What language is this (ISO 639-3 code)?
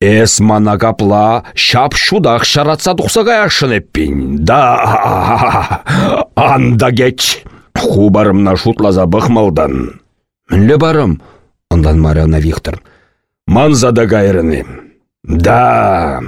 chv